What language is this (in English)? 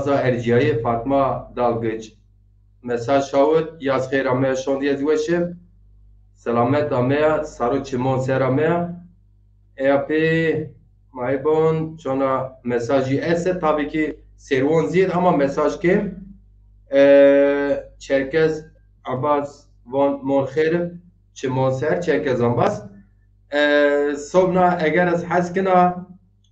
Zaza